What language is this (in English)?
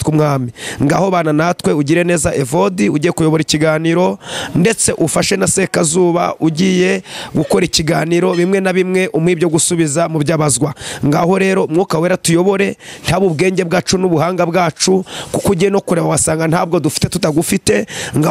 Kinyarwanda